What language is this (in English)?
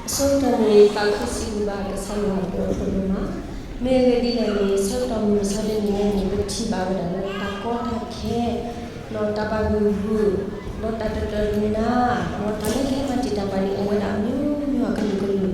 S'gaw Karen